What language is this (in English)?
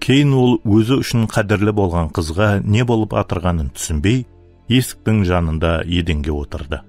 Kara-Kalpak